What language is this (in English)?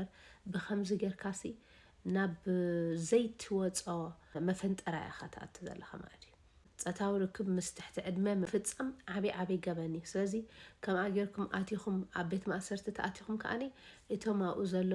Tigrinya